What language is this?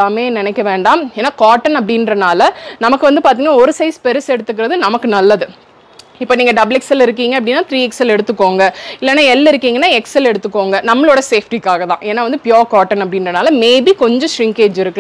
Tamil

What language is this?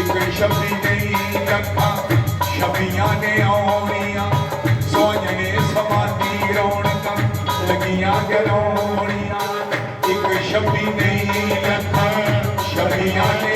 Dogri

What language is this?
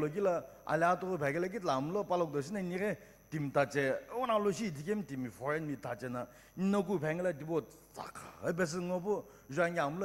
Sumi Naga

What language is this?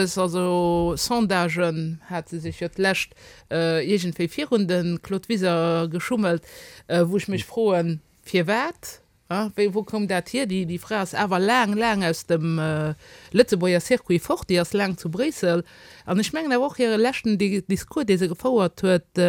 Luxembourgish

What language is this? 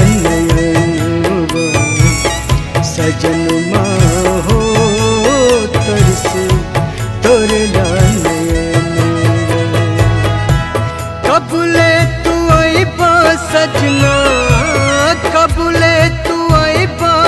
Bhojpuri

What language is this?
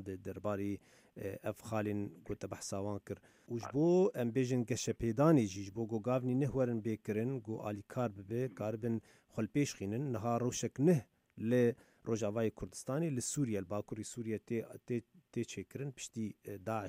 Kurdish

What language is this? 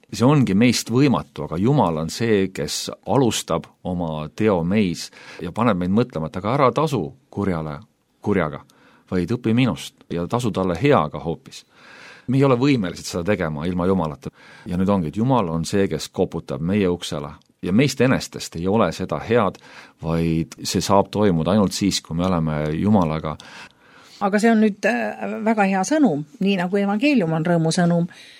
Estonian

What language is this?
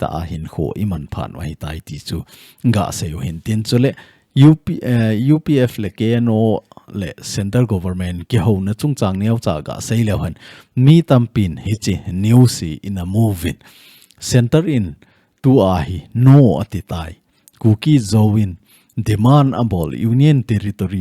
Thado Chin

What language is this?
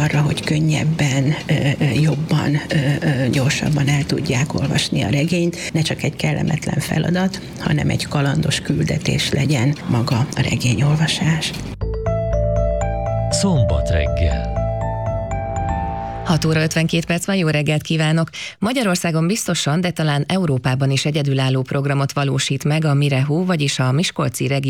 Hungarian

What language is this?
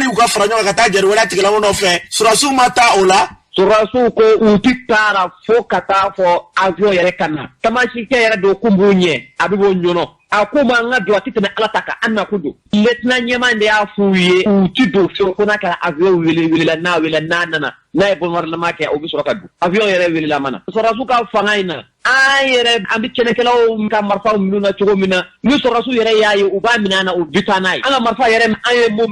Bambara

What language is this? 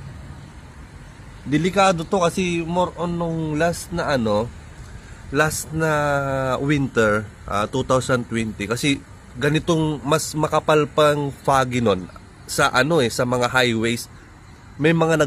Filipino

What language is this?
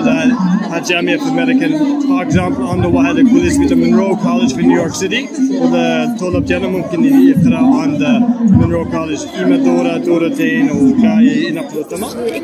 Moroccan Arabic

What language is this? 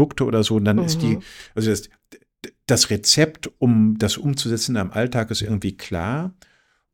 German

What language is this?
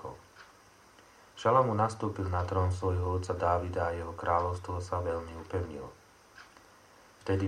Slovak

